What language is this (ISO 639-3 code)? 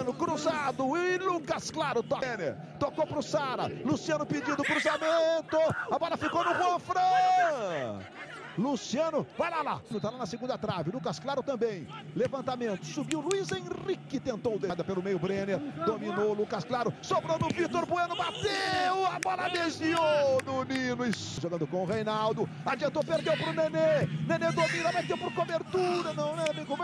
por